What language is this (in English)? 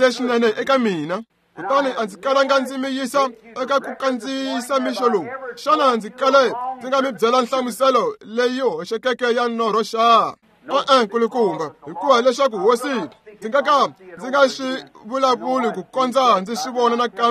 Tsonga